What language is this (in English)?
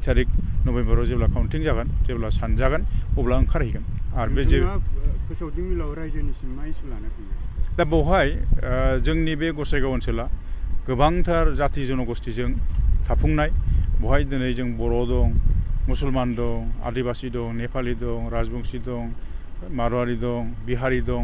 Bodo